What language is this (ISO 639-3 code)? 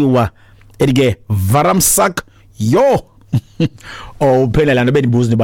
xho